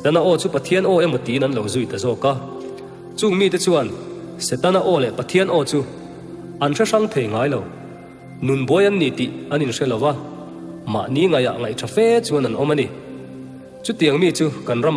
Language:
Mizo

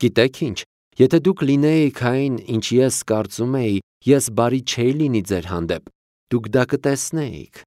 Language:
Armenian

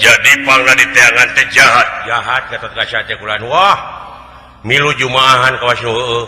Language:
Sundanese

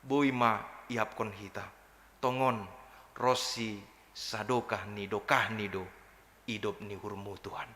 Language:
Batak Simalungun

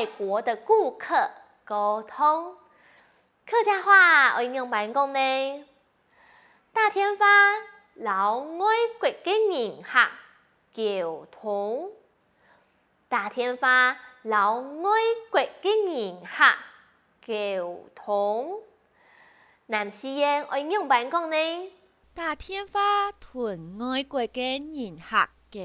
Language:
Hakka Chinese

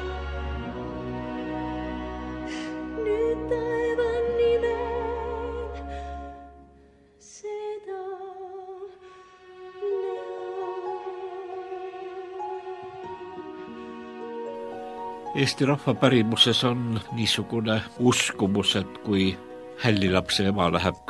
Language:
Estonian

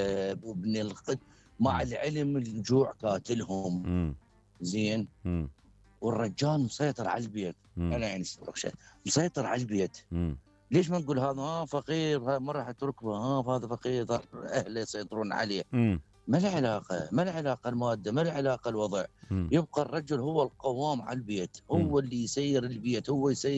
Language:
Mesopotamian Arabic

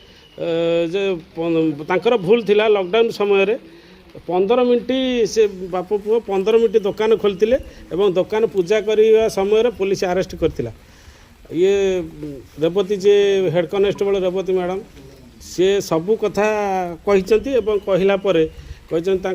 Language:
Odia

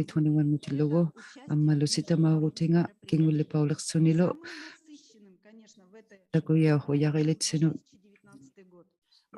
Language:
Inuktitut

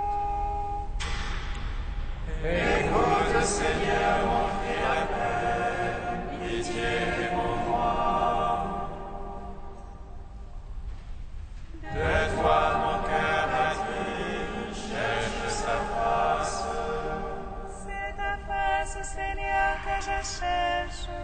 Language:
French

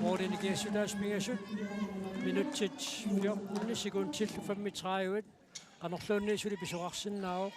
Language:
Kalaallisut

